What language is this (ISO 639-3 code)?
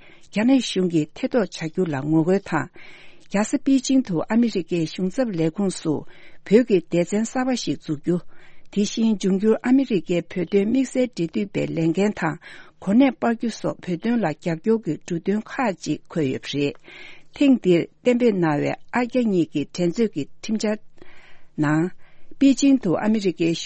bod